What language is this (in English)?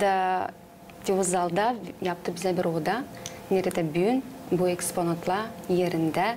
Gagauz